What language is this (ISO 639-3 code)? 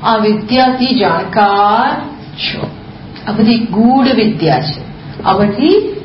guj